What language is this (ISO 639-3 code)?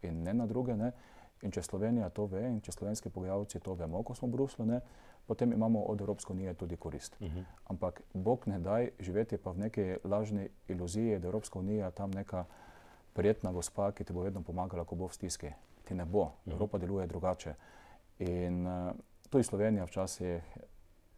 slv